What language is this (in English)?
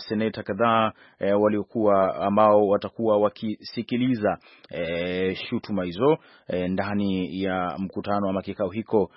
Swahili